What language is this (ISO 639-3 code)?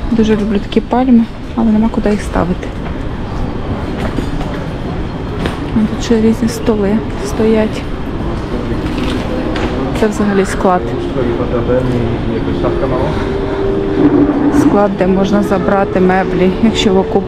ukr